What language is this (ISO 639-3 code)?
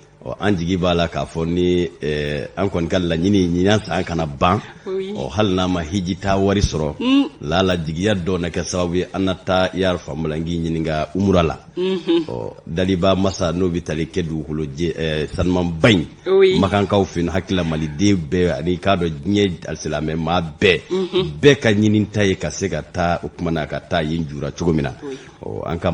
bam